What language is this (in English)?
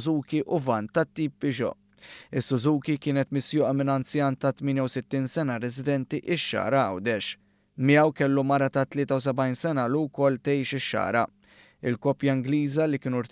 Maltese